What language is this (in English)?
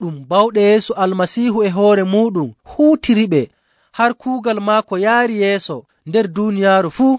Nigerian Fulfulde